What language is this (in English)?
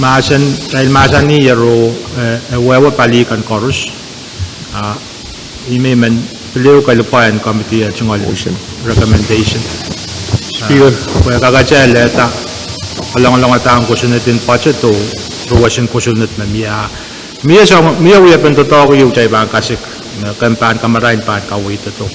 Pohnpeian